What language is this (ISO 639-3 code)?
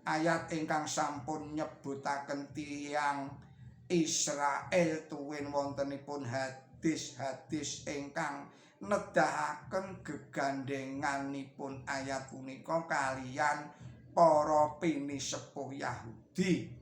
jav